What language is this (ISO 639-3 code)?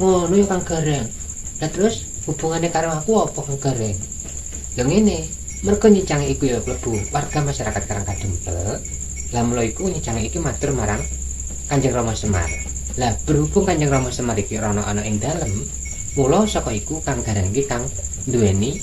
jav